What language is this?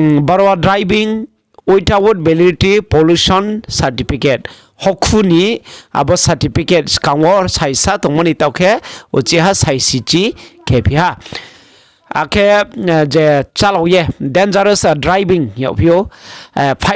Riang (India)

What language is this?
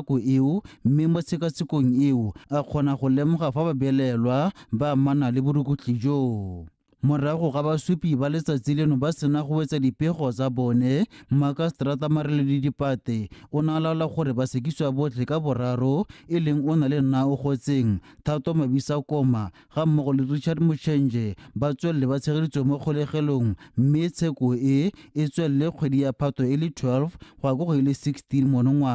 Tswana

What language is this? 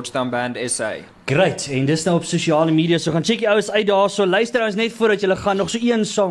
Afrikaans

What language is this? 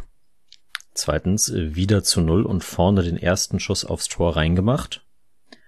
German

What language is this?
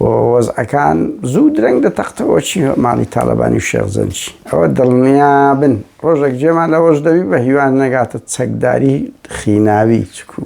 Central Kurdish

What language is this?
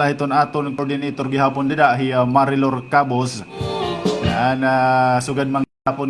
Waray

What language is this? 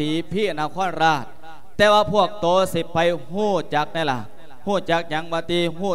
Lao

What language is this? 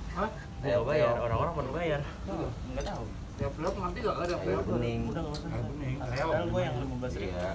Betawi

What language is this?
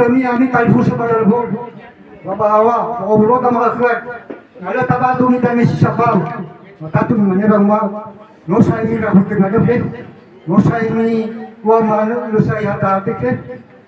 Nias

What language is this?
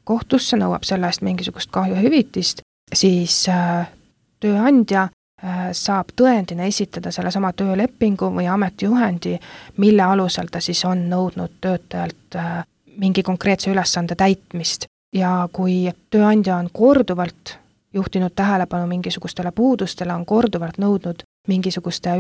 Estonian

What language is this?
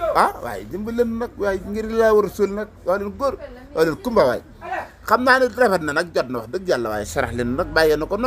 Wolof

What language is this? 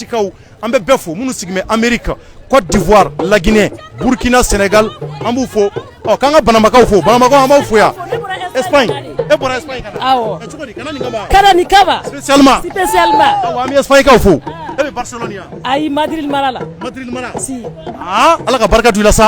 Bambara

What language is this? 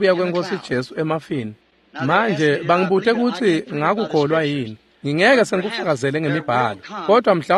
Swati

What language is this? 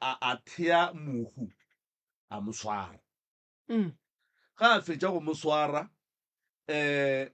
Northern Sotho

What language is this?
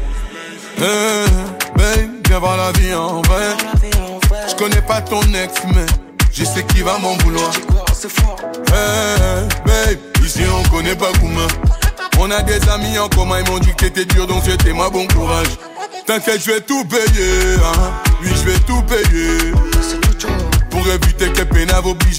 French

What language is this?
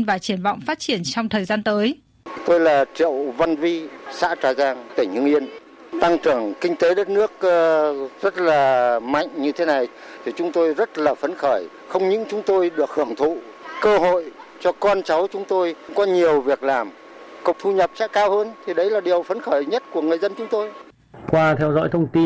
Vietnamese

